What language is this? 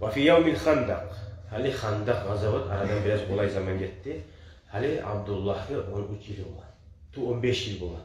Kumyk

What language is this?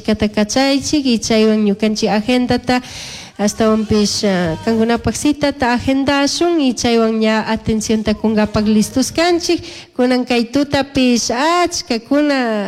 Chimborazo Highland Quichua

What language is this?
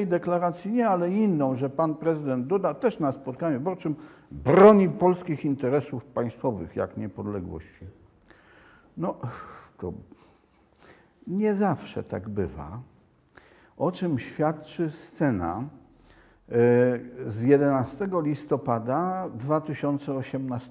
Polish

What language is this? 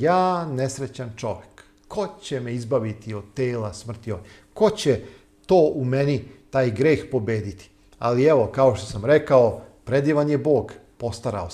Serbian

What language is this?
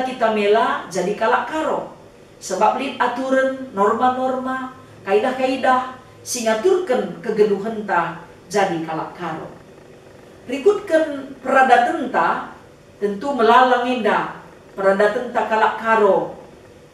Batak Karo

